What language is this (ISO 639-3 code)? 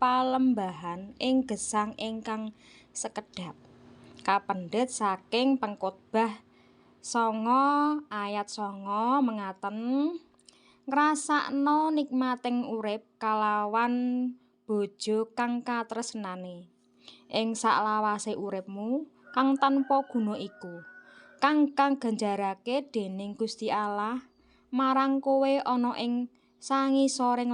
jav